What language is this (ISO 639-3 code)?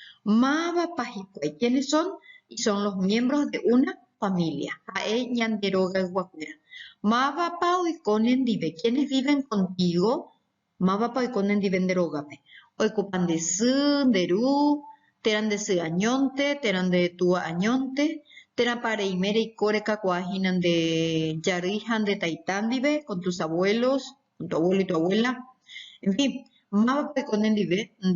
grn